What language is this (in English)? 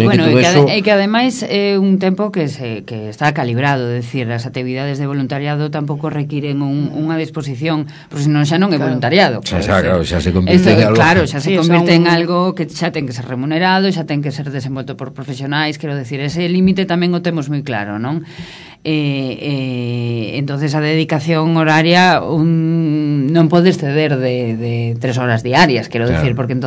Galician